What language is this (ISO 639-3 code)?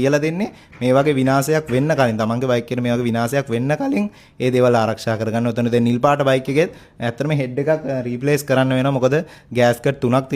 sin